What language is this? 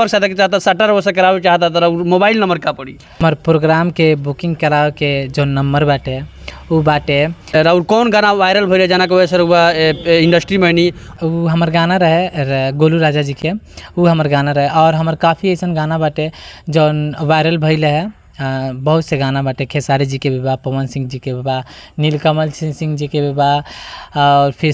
Bhojpuri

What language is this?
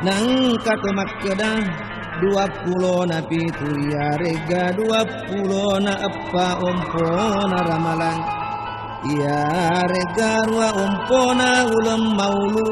Buginese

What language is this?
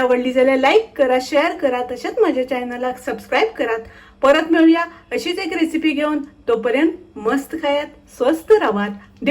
Konkani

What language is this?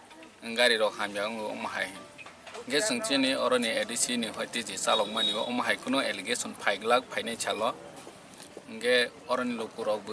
Kok Borok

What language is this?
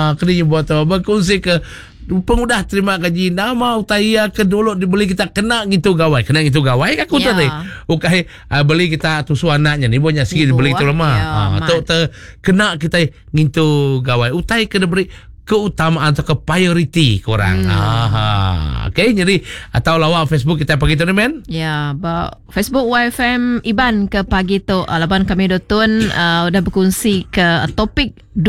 Iban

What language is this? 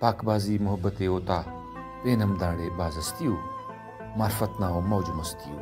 Brahui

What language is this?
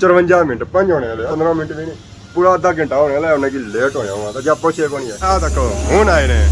Pahari-Potwari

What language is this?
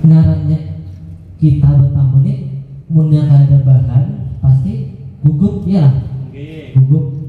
Banjar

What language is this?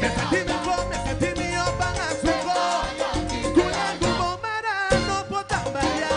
Papiamento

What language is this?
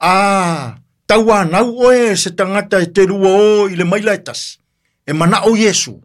Samoan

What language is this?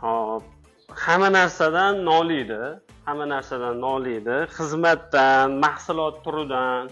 Uzbek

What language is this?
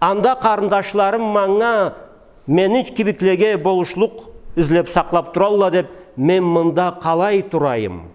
Karachay-Balkar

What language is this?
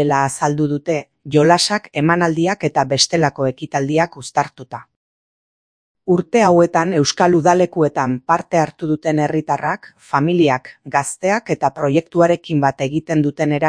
Basque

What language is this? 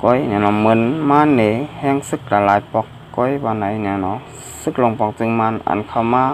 Shan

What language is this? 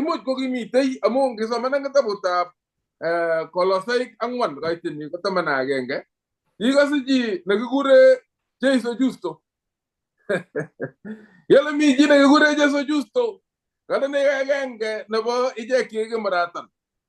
Kalenjin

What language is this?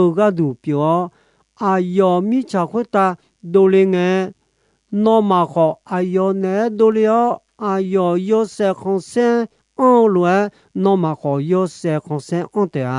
Akha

